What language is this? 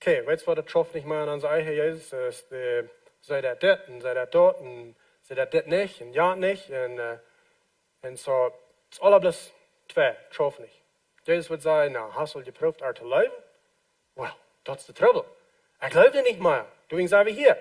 Plautdietsch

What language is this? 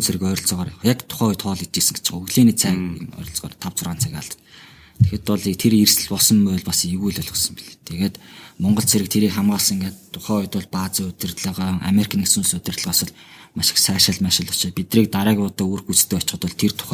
Mongolian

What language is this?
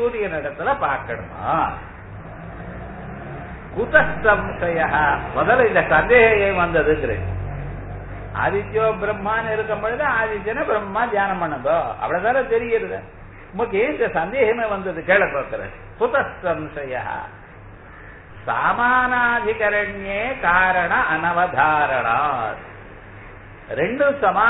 Tamil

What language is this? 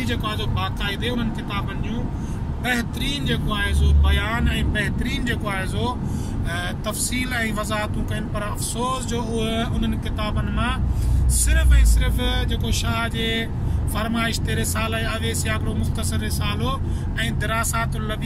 Sindhi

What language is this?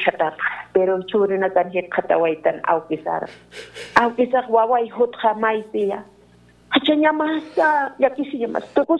Aymara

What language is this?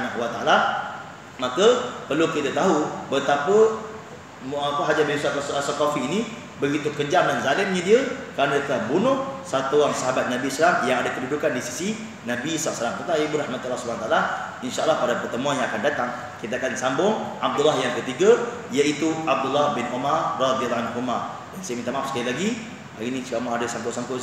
Malay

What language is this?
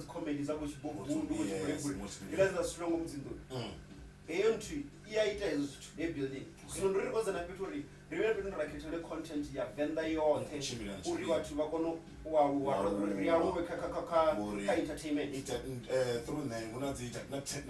Venda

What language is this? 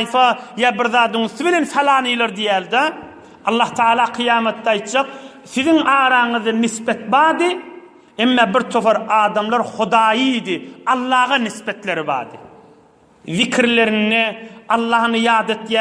Turkmen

